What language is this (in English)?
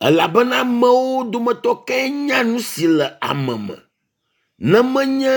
Ewe